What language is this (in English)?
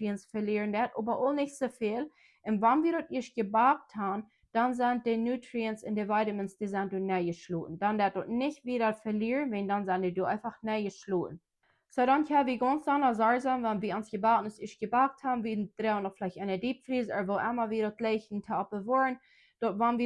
Plautdietsch